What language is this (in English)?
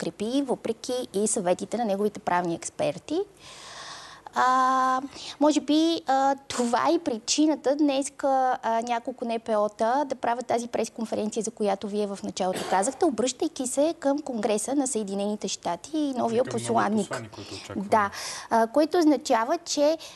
Bulgarian